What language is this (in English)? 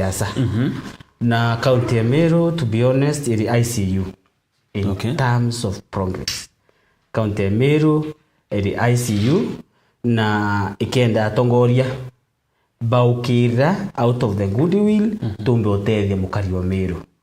Meru